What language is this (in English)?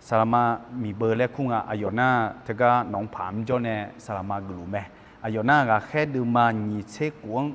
Akha